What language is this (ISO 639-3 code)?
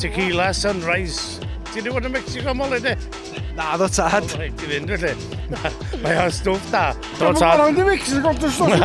cym